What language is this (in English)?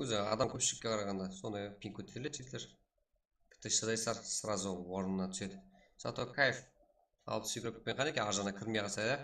Kara-Kalpak